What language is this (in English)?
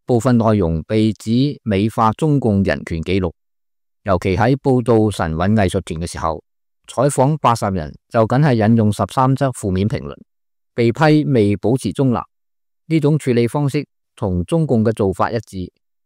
Cantonese